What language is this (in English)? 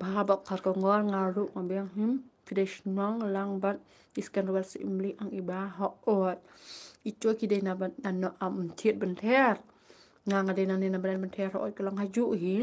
Khasi